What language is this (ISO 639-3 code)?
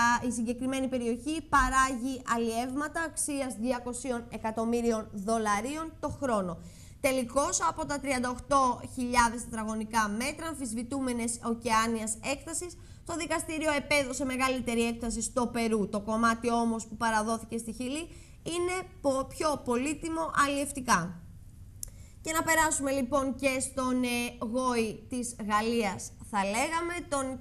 ell